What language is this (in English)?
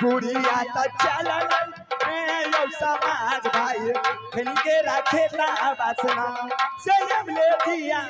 Maithili